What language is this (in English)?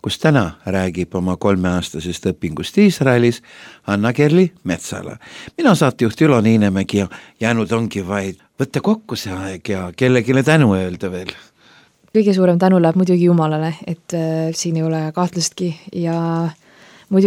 Estonian